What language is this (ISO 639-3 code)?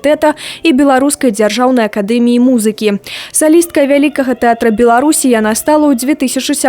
bel